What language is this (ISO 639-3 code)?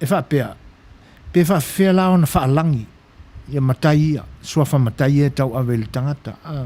smo